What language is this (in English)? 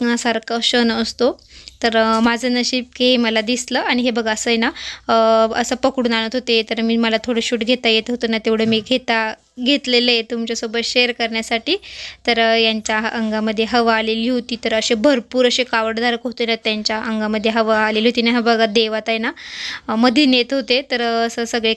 Marathi